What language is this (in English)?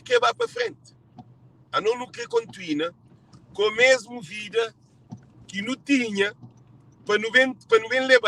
Kabuverdianu